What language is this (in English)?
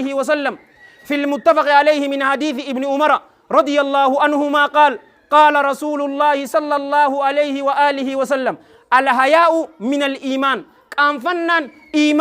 Oromo